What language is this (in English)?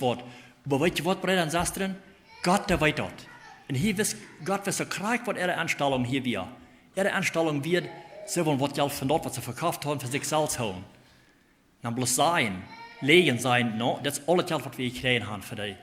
Plautdietsch